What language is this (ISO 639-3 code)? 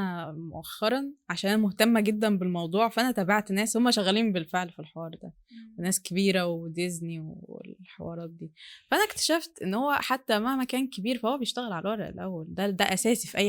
arz